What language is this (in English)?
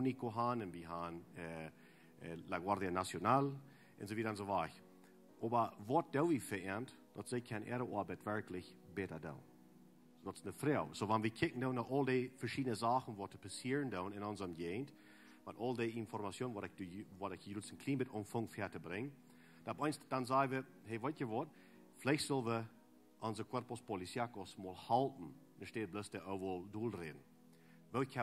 Plautdietsch